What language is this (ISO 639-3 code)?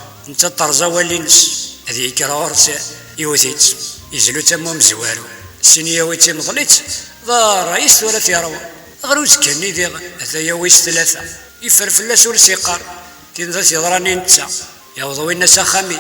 kab